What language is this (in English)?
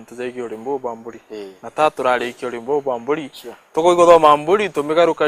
Meru